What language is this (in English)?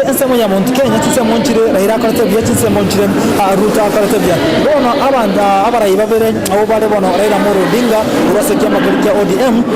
Gusii